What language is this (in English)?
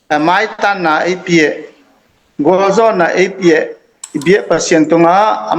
Tedim Chin